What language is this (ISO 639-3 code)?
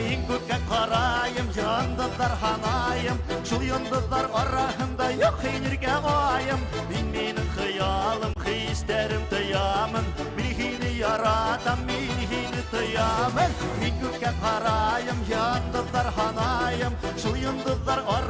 bak